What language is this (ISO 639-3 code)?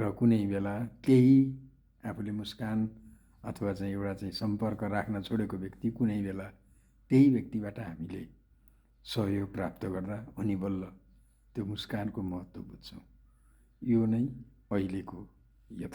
nep